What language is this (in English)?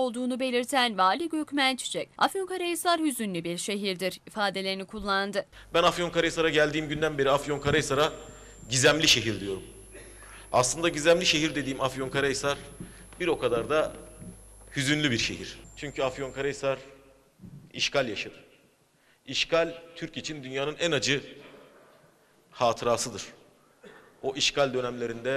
Turkish